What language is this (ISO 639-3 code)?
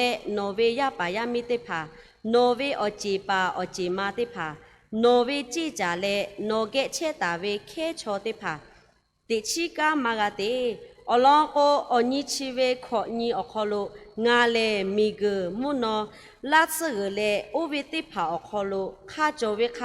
lhu